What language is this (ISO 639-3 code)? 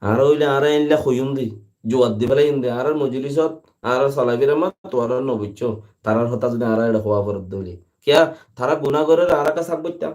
rhg